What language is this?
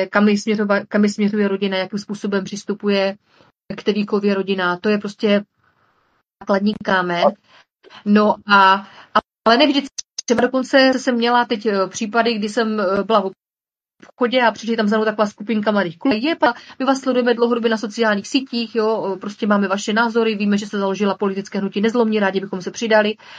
Czech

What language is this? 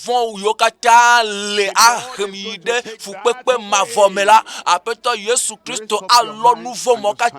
Ewe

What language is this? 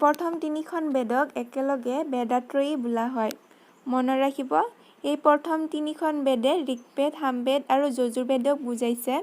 Assamese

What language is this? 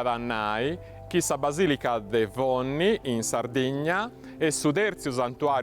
Sardinian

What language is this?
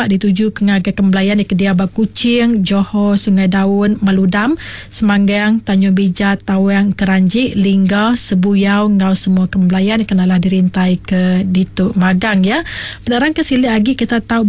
Iban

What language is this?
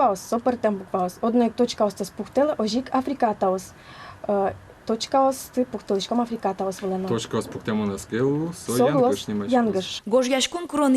Udmurt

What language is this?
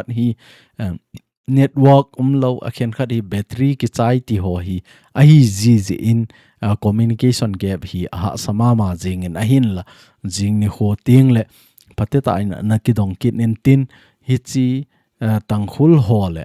Thado Chin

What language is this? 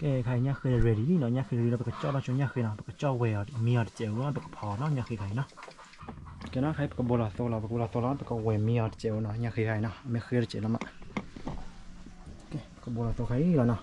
S'gaw Karen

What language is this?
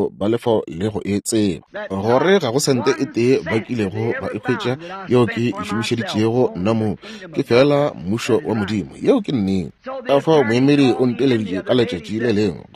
Northern Sotho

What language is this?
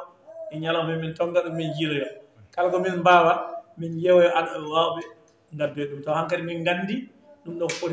Fula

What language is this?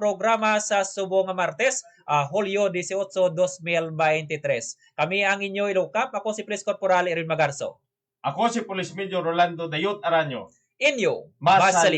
Hiligaynon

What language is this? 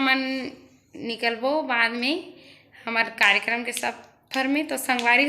Chhattisgarhi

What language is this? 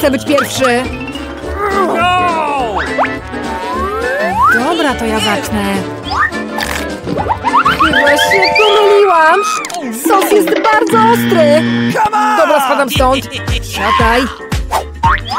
Polish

